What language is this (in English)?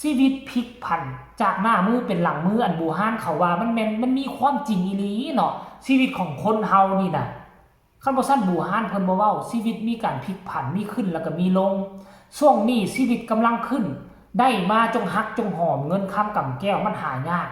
Northeastern Thai